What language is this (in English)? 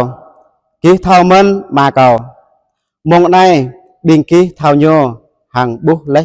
Jarai